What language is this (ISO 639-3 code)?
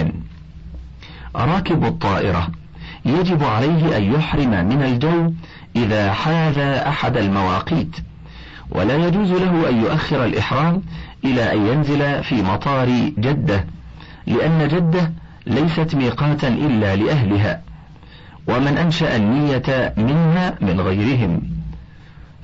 ara